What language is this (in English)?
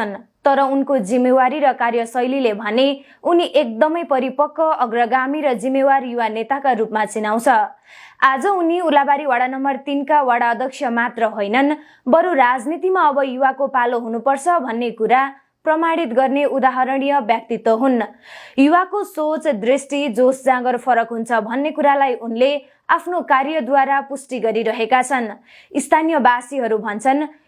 Nepali